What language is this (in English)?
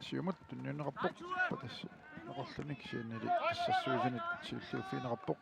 Kalaallisut